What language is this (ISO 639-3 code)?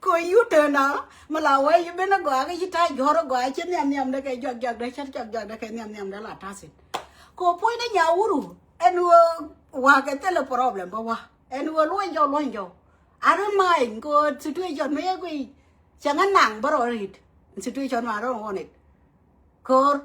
nus